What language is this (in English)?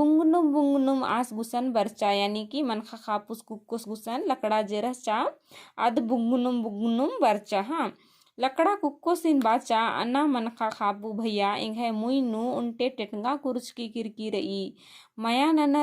Kurukh